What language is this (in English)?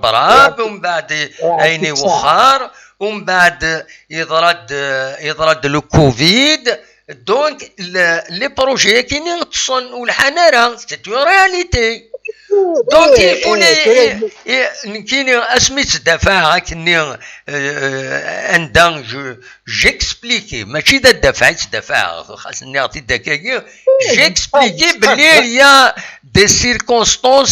Kabyle